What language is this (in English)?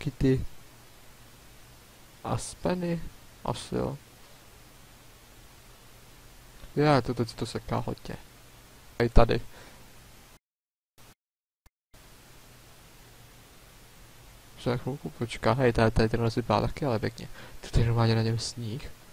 Czech